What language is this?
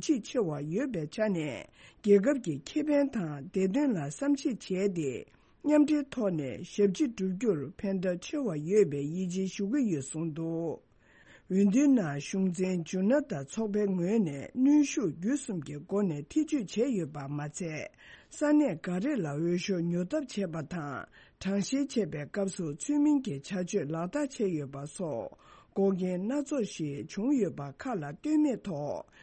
Tibetan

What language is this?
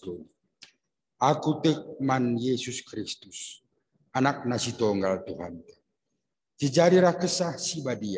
Batak Karo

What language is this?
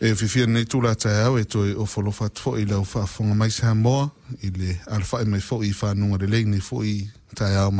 Samoan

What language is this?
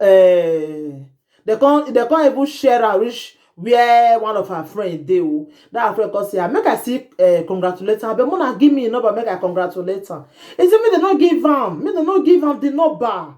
Nigerian Pidgin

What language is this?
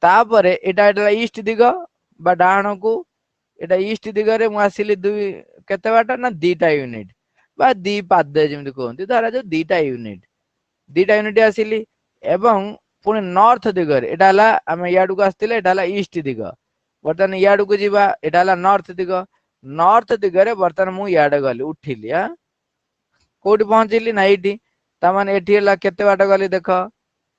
Odia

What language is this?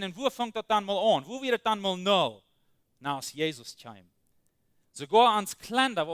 Plautdietsch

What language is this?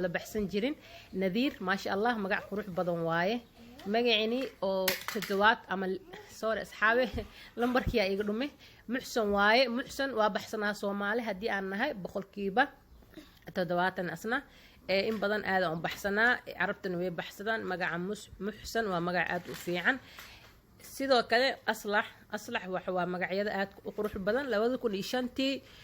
Somali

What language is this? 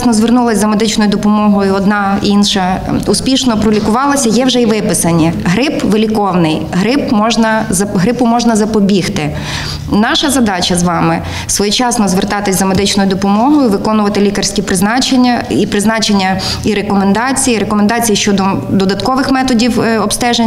Ukrainian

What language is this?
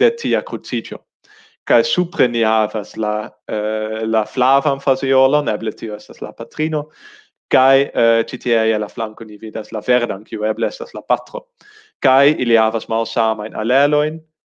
Esperanto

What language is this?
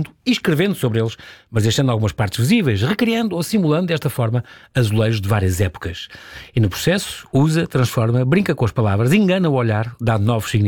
Portuguese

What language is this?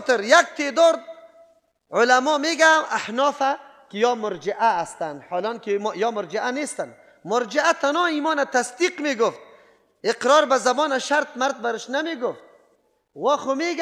Persian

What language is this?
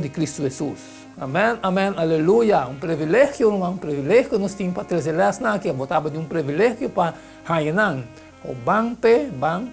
Papiamento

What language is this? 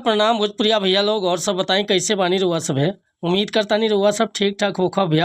Bhojpuri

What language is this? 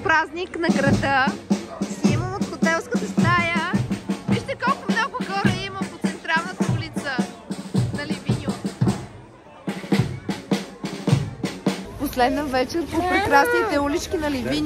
Bulgarian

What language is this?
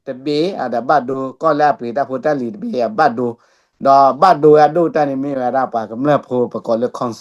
S'gaw Karen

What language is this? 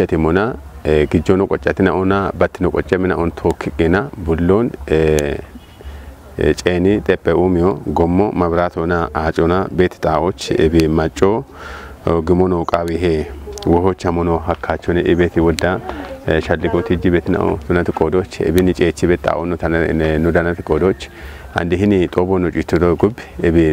Kafa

